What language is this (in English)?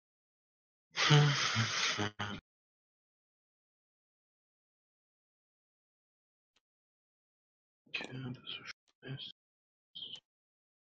German